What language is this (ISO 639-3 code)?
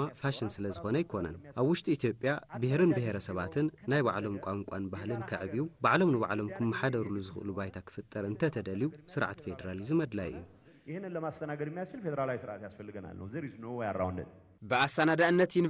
tir